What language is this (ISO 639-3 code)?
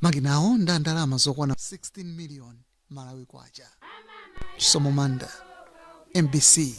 nya